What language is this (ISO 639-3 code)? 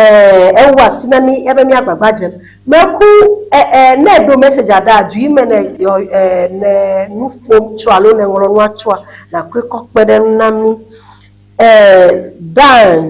ewe